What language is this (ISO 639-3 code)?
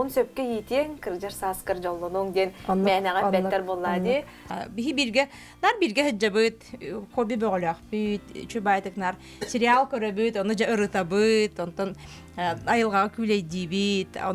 sah